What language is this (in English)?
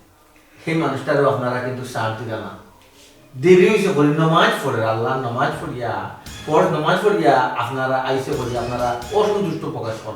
Sylheti